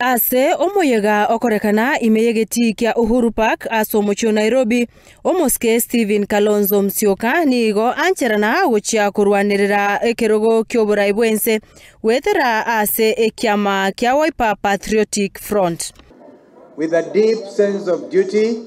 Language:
Gusii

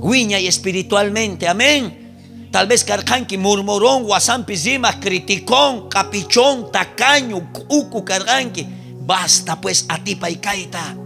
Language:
South Bolivian Quechua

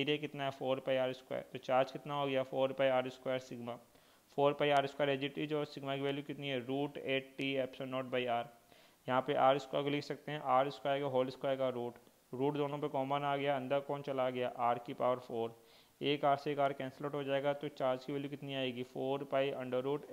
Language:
Hindi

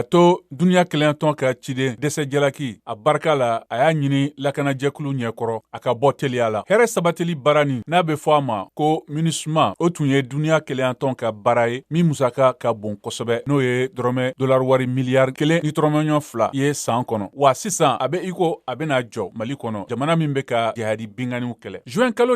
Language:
Bambara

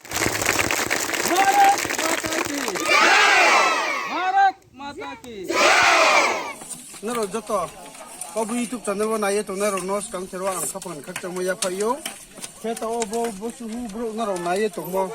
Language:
Riang (India)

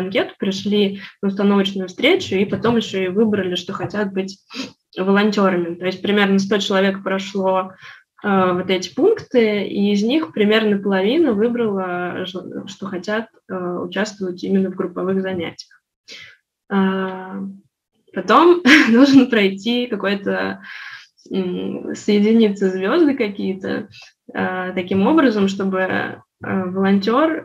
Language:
Russian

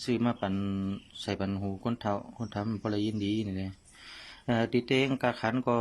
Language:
Shan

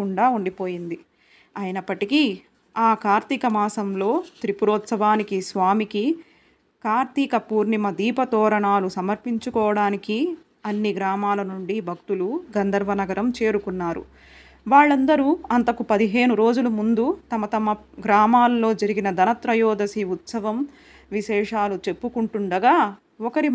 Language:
Telugu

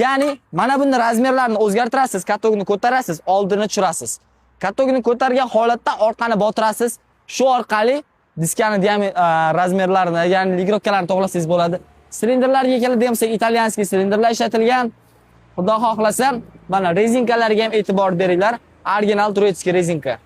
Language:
Uzbek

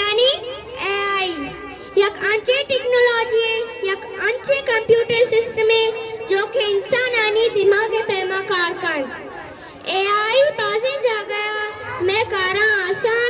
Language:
Eastern Balochi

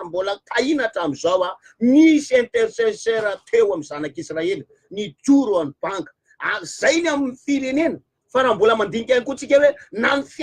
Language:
Malagasy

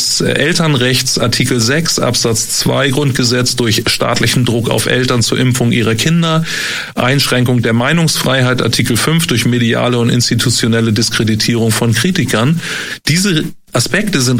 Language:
German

